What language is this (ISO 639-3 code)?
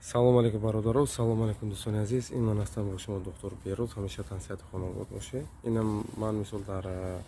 tgk